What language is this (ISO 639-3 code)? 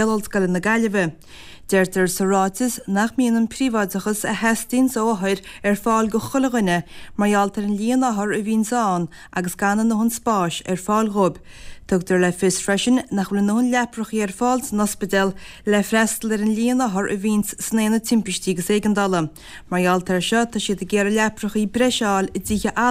gle